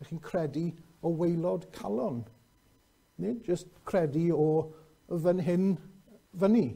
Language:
Welsh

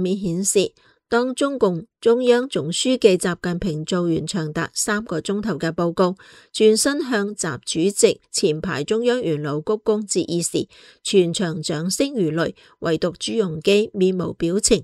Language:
Cantonese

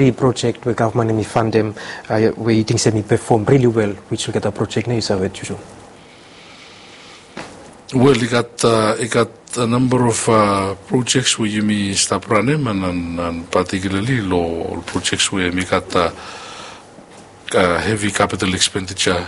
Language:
English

